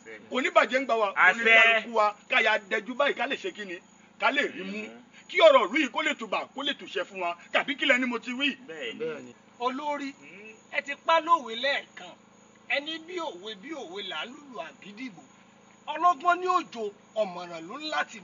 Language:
Yoruba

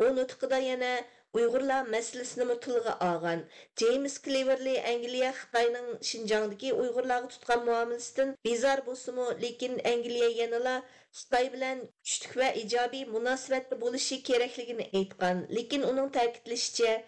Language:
Uyghur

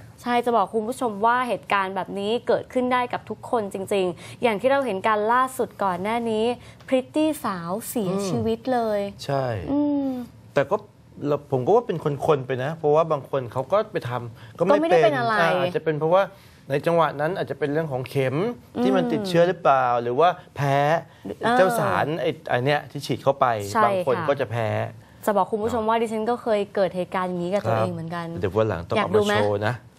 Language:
Thai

